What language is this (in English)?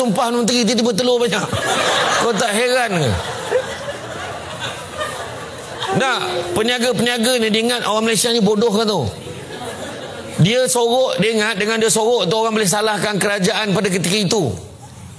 Malay